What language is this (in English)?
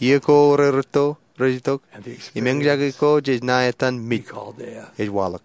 Marshallese